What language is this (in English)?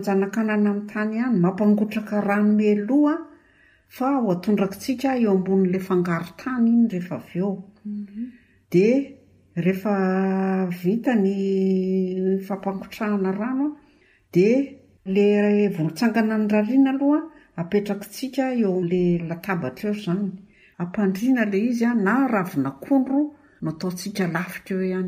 Malagasy